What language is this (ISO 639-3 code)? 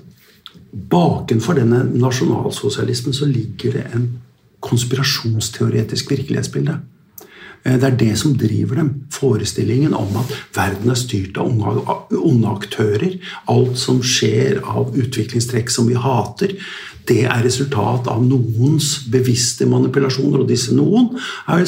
nor